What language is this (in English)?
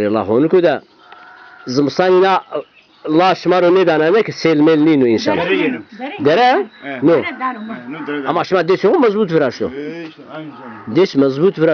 Zaza